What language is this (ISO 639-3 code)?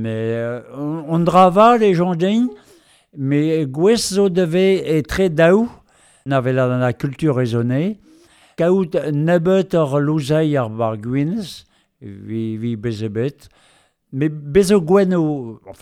bre